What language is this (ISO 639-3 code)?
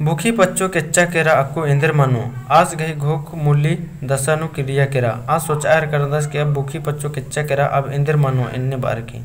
kru